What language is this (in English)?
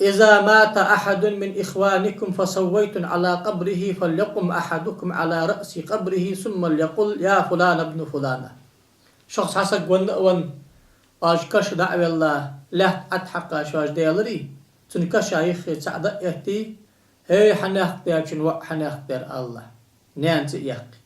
Ingush